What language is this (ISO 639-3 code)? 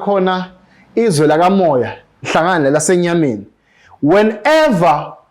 zul